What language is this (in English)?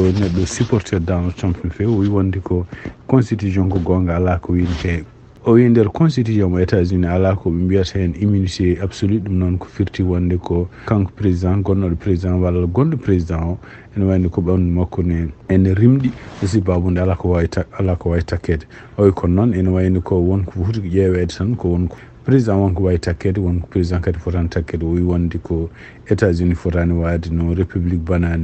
Fula